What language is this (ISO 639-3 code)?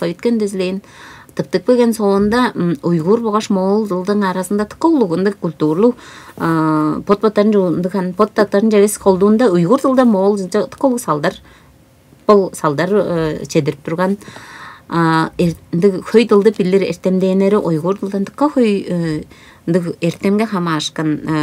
tyv